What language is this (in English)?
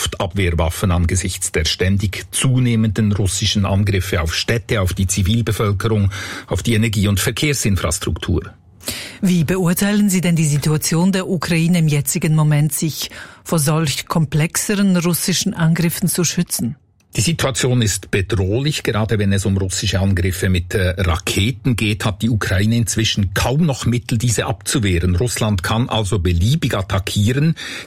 German